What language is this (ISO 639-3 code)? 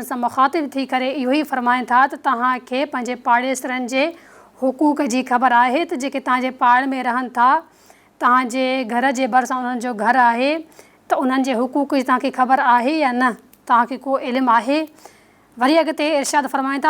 snd